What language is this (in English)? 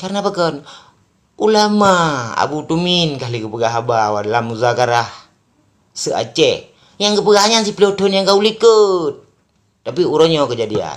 Achinese